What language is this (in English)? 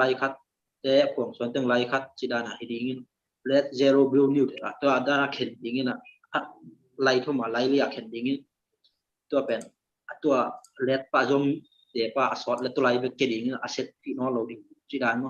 Tedim Chin